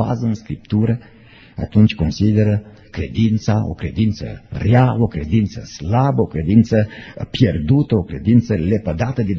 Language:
Romanian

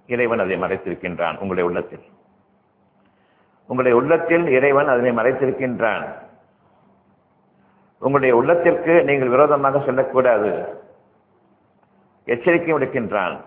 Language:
Tamil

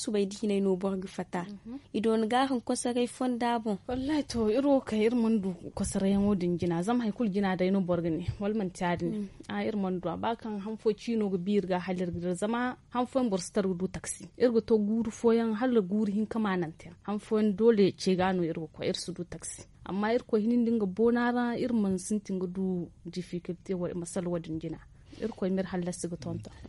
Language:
Zarma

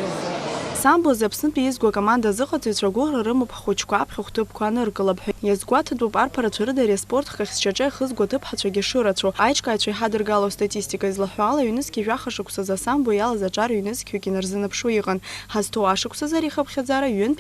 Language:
Abkhazian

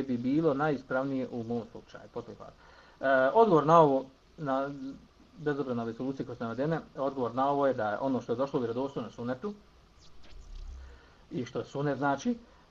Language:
Bosnian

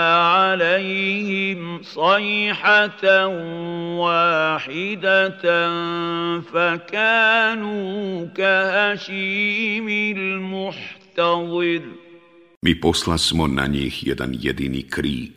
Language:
Bosnian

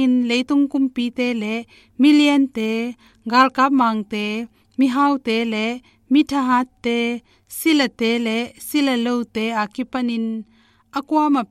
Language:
Tedim Chin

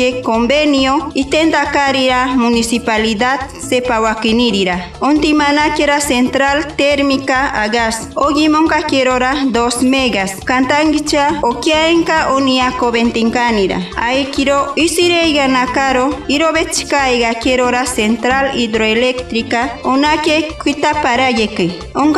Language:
Machiguenga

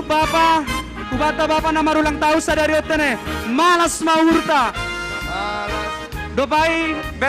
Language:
Batak Simalungun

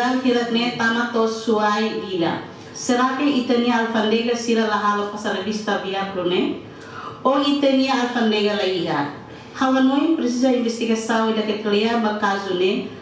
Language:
Tetum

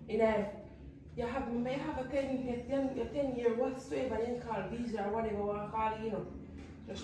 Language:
Jamaican Creole English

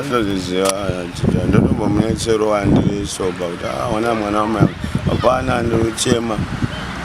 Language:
Shona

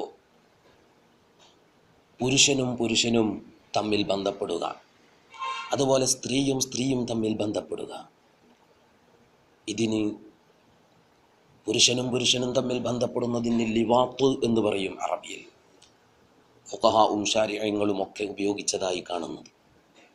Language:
Malayalam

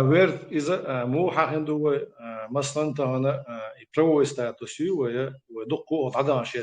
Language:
Chechen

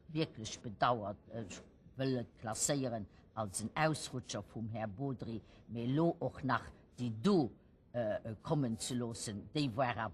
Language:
Luxembourgish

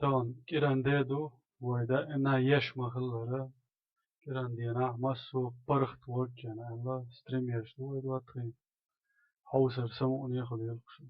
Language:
Chechen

